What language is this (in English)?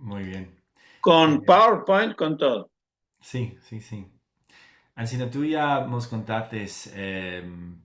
Ladino